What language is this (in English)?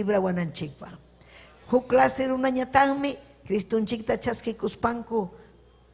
Ayacucho Quechua